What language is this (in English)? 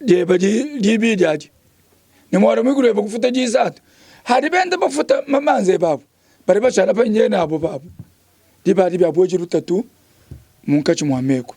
Luba-Lulua